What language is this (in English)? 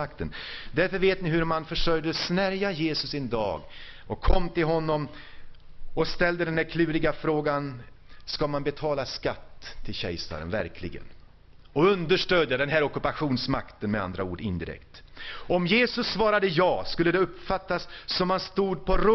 Swedish